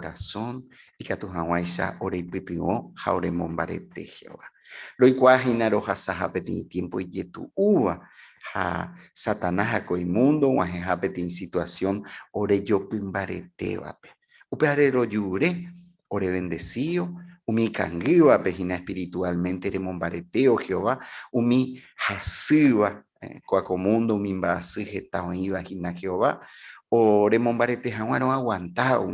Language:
Guarani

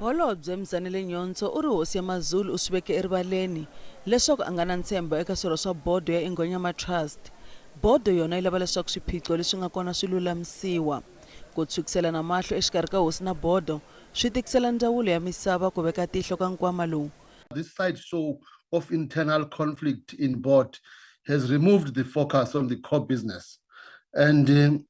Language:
Tsonga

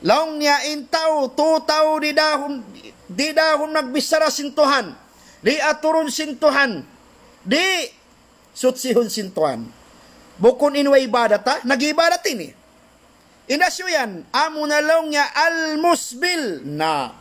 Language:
Tausug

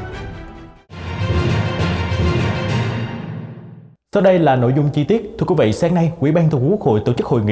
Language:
Vietnamese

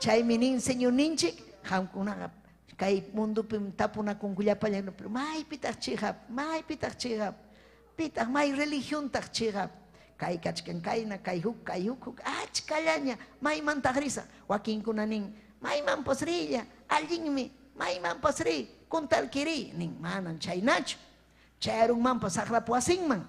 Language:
Ayacucho Quechua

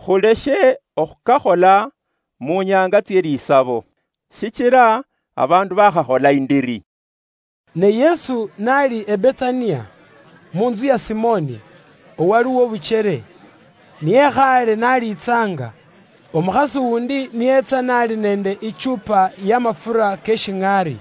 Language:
Luyia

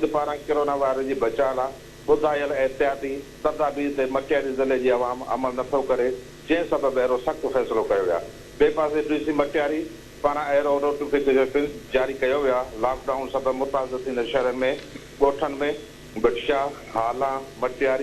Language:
Sindhi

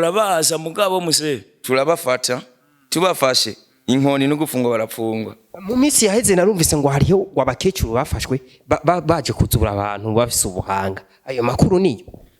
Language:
Rundi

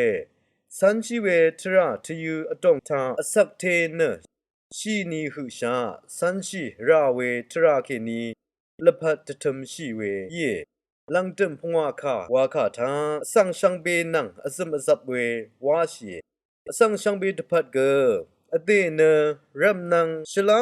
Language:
Rawang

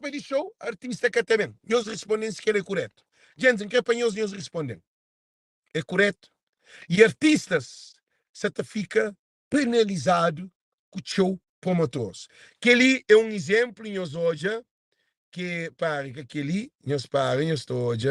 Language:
Kabuverdianu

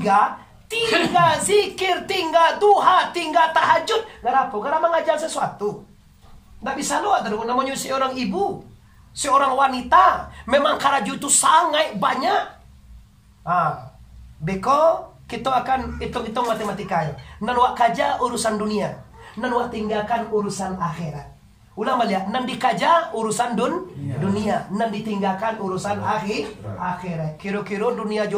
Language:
Minangkabau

